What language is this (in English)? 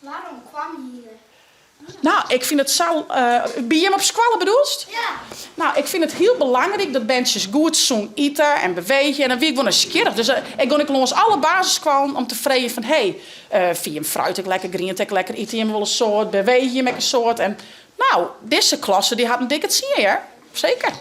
Western Frisian